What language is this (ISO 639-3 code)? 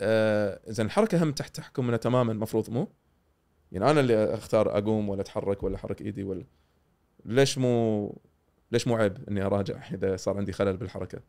afb